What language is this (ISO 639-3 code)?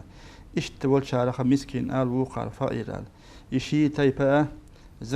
che